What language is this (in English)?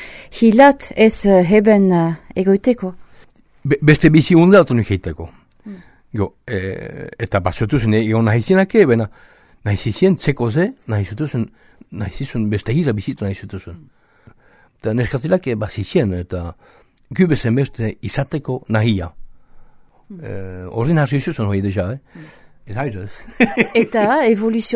Basque